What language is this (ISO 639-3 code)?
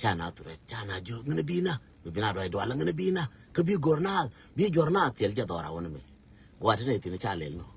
nus